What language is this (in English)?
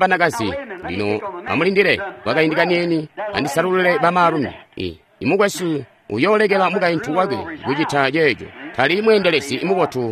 Tonga (Zambia)